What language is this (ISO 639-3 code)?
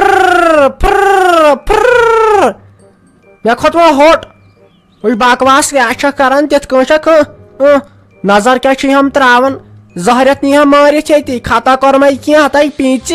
kas